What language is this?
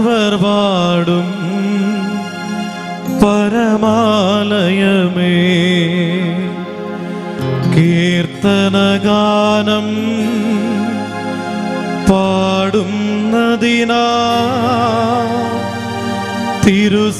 Malayalam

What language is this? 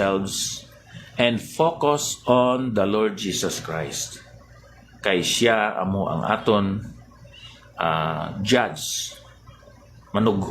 Hiligaynon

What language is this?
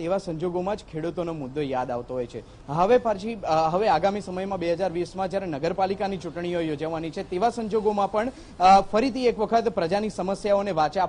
Gujarati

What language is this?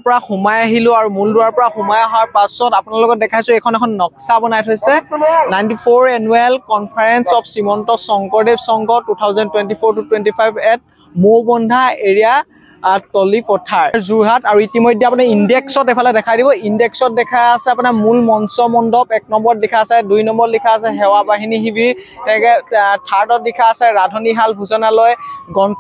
Assamese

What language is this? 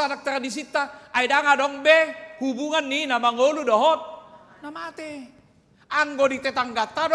Batak Toba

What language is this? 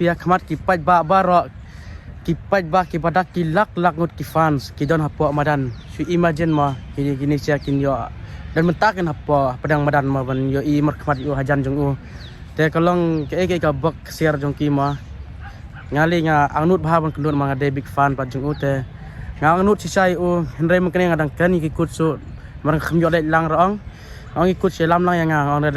Khasi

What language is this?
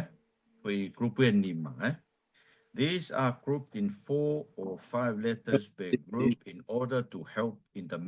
Tongan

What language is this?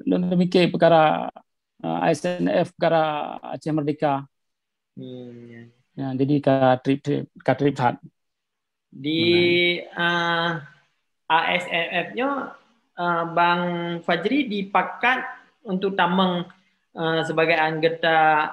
Achinese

